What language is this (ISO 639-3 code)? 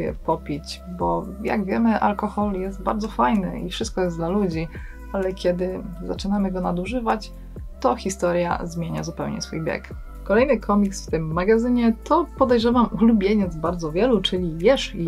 pol